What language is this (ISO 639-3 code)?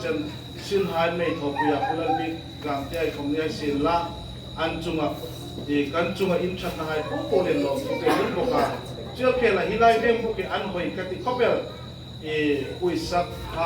hmr